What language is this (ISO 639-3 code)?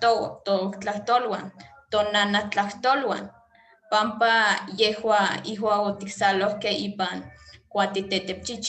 nhe